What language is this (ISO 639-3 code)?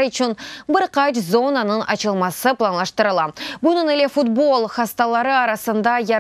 crh